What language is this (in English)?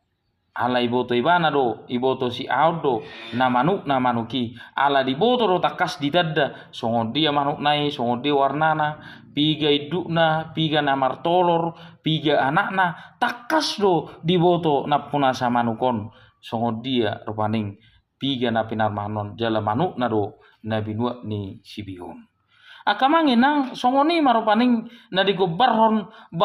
Batak Toba